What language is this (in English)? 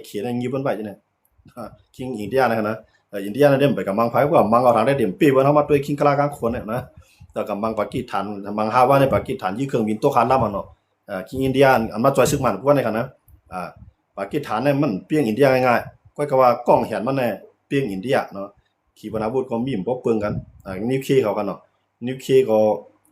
Shan